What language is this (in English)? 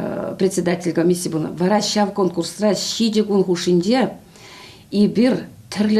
Chuvash